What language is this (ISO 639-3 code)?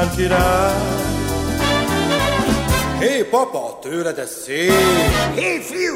hun